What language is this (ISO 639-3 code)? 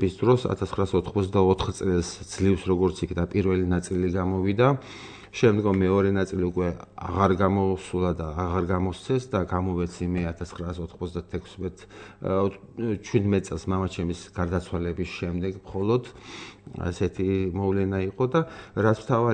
kat